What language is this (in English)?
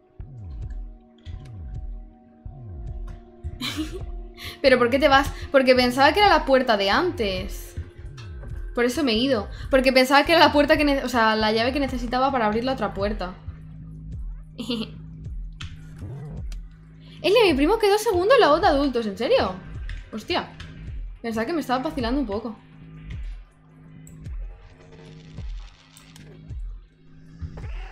Spanish